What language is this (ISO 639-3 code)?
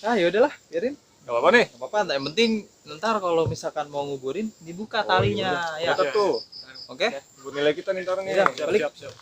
bew